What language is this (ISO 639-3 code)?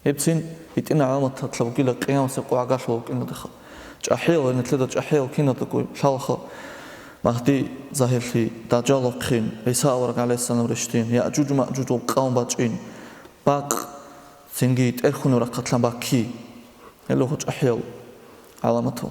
ava